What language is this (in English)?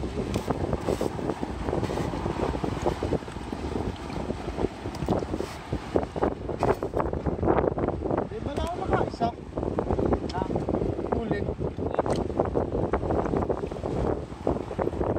Filipino